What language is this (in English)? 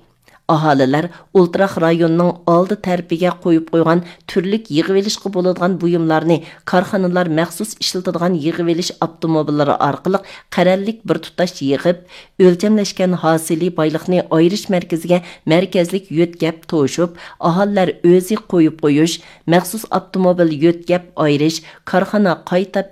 Uyghur